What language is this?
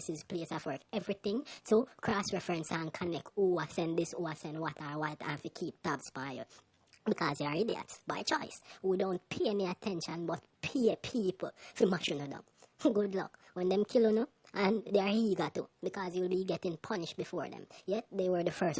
Jamaican Creole English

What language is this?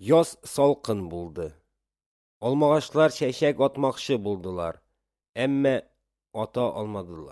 Tatar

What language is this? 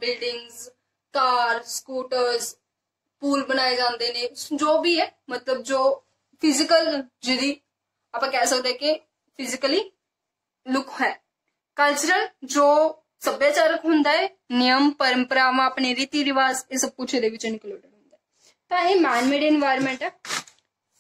Punjabi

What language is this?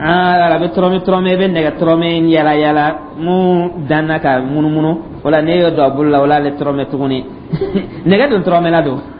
Dyula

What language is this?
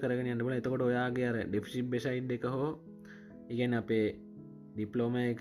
Sinhala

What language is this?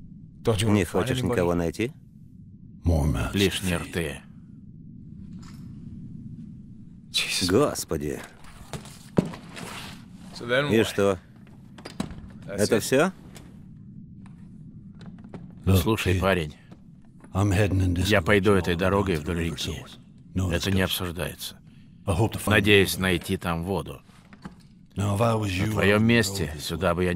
Russian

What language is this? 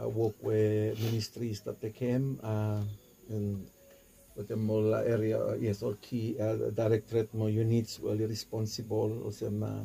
Bislama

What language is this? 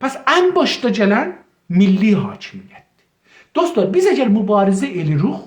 South Azerbaijani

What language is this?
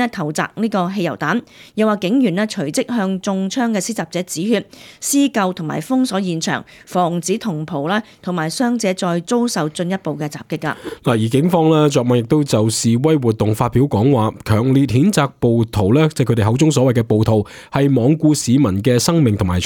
Cantonese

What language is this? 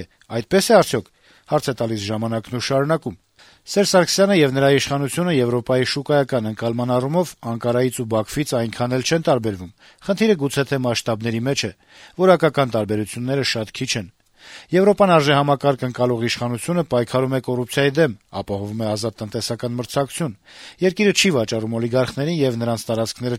Armenian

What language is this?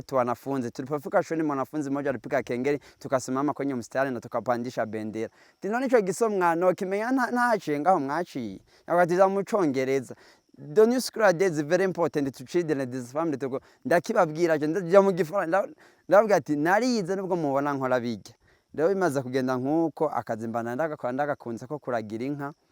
Rundi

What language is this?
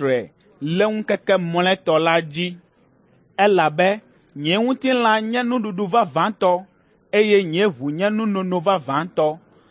Ewe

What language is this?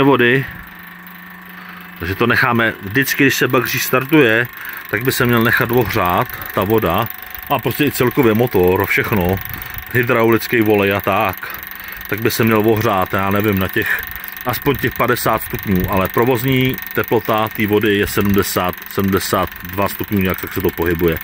Czech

